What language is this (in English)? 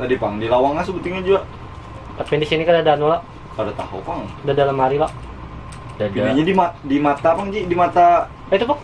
Banjar